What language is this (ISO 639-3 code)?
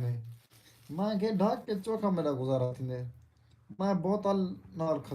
skr